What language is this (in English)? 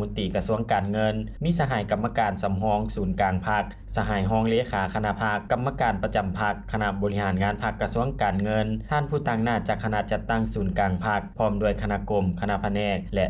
Lao